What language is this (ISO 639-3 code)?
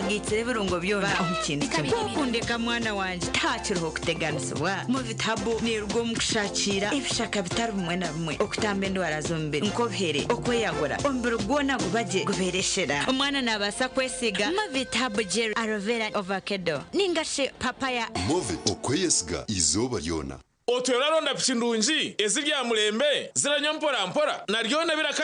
nyn